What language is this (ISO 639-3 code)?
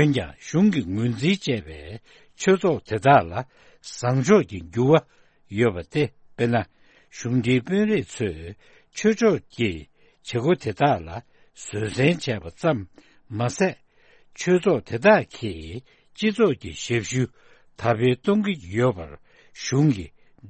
bod